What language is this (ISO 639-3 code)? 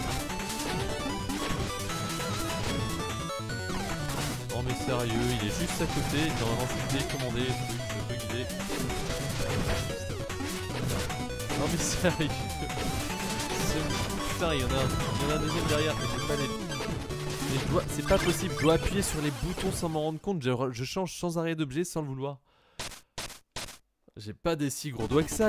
fra